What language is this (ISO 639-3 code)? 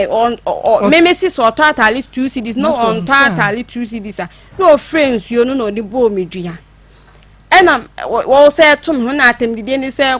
aka